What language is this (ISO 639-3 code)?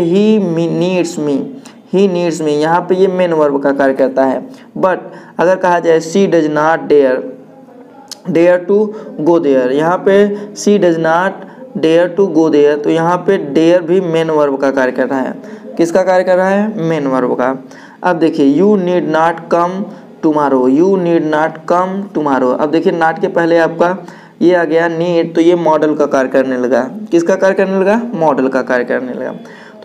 hin